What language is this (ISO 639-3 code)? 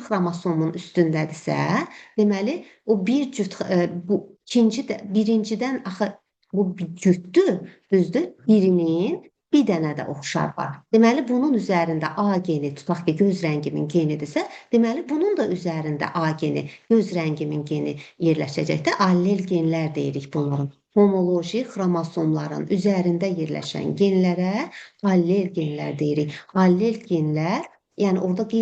aze